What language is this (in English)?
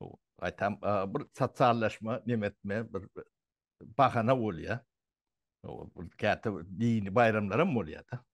Turkmen